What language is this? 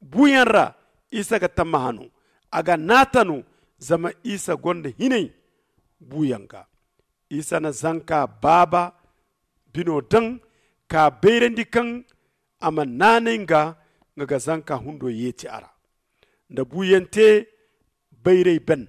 Zarma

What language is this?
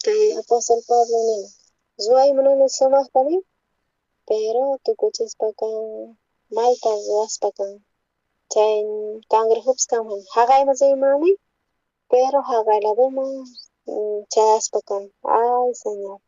South Bolivian Quechua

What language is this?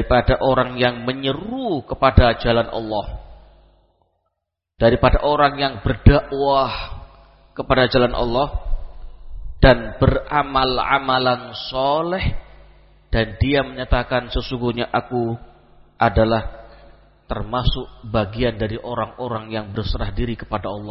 Indonesian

